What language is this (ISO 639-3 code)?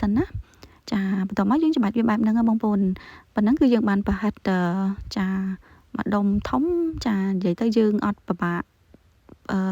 khm